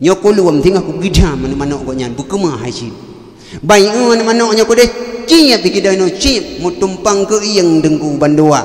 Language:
Achinese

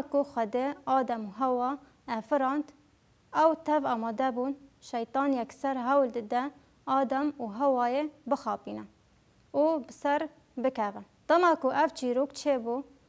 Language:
Kurdish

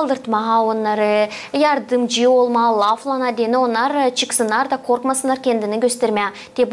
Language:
Gagauz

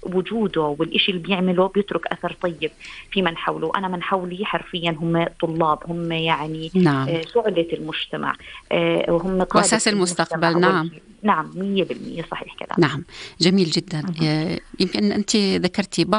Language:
North Levantine Arabic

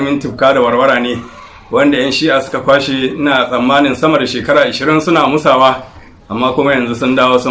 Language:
Hausa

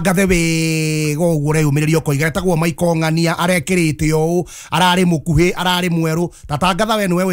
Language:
Kikuyu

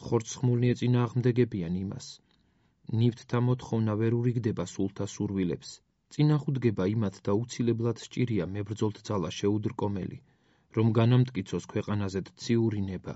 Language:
Georgian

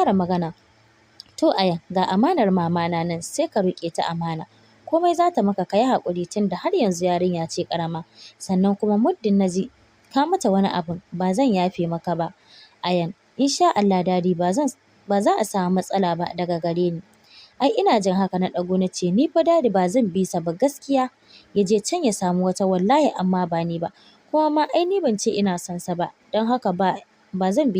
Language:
Hausa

